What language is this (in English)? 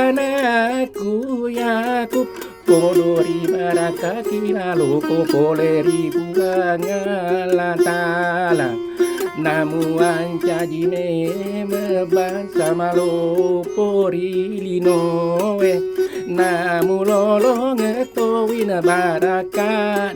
Buginese